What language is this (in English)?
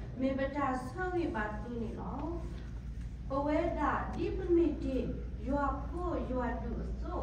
S'gaw Karen